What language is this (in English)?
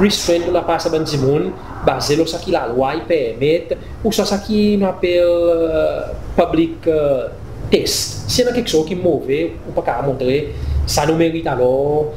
Seselwa Creole French